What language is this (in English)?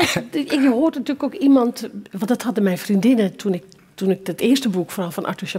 Dutch